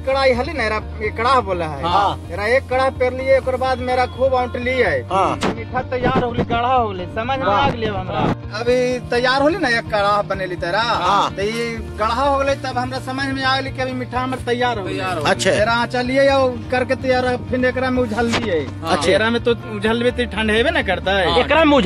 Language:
Magahi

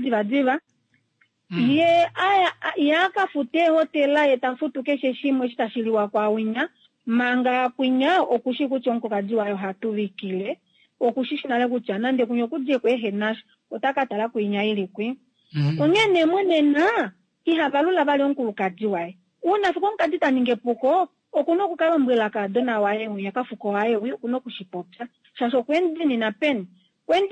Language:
Kuanyama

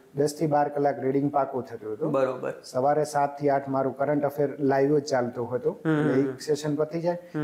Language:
Gujarati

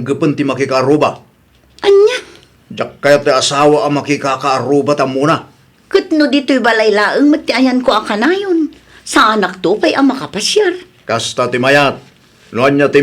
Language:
Iloko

